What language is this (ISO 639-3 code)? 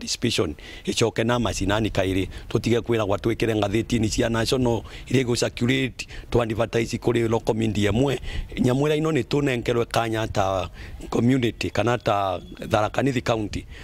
mer